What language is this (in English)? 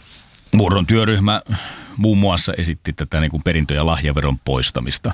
Finnish